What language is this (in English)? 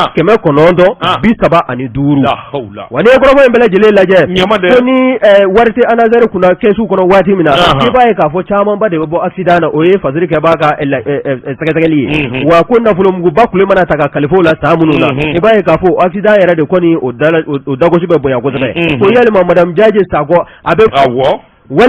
Bambara